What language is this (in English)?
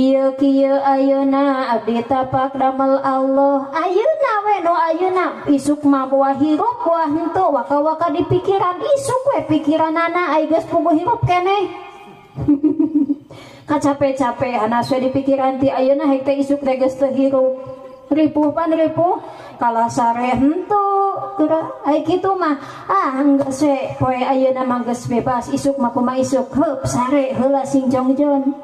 Sundanese